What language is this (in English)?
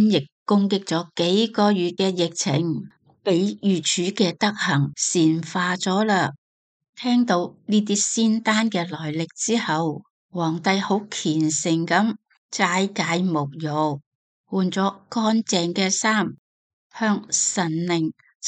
Cantonese